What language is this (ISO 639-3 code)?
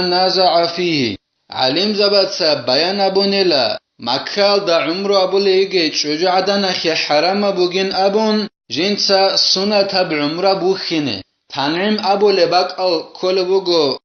ava